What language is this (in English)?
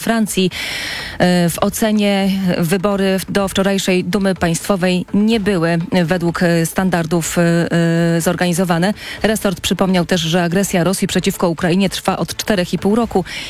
Polish